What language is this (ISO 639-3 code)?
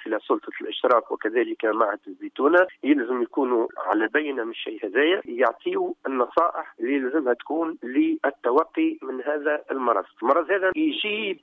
aeb